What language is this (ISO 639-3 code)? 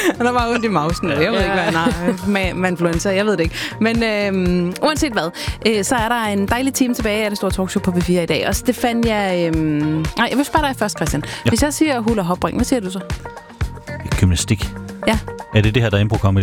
dan